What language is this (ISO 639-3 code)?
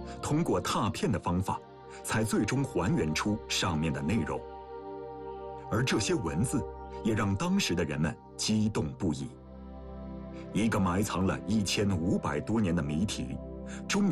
zho